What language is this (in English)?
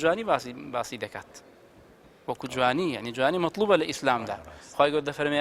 Central Kurdish